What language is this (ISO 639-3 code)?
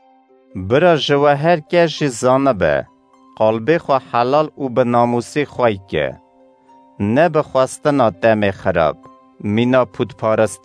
kur